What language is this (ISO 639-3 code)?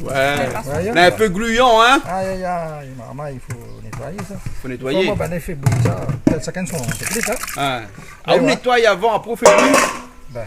rcf